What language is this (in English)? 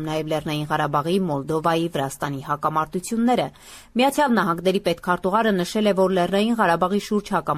Armenian